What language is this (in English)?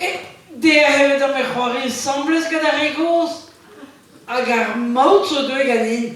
Breton